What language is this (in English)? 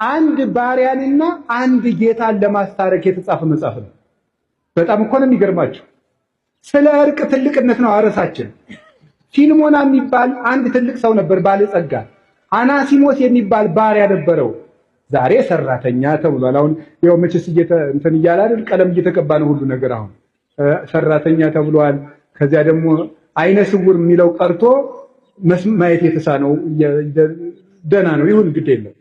Amharic